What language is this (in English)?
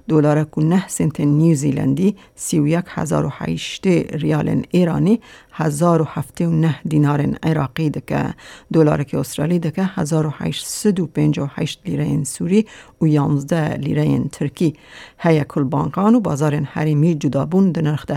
Kurdish